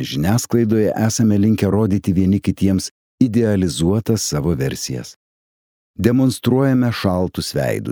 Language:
Lithuanian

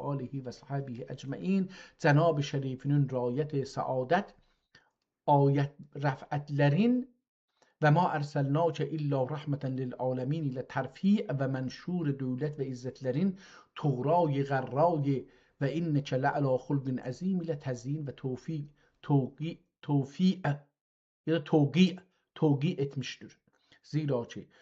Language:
South Azerbaijani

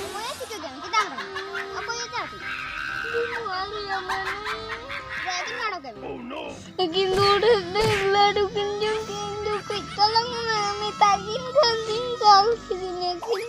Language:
Santali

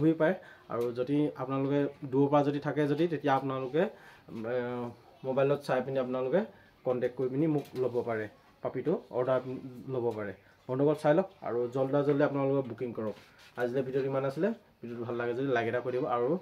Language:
Assamese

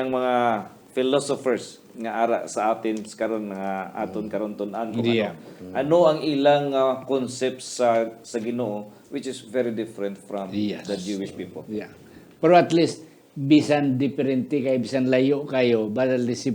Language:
Hiligaynon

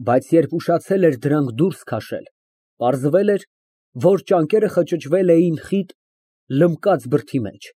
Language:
Armenian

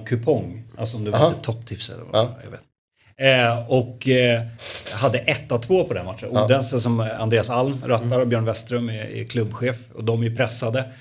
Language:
Swedish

